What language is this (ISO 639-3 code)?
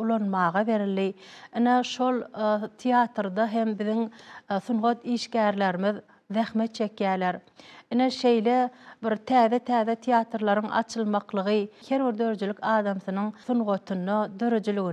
tuk